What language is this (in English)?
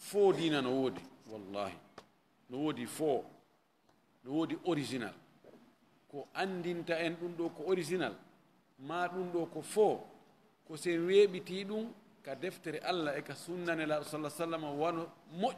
Fula